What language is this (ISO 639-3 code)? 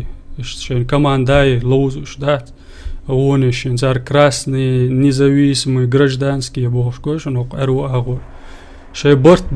che